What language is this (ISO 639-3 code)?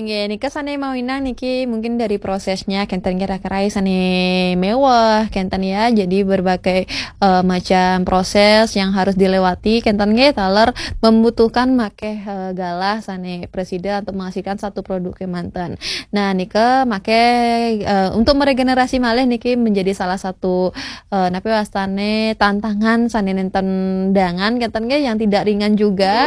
ban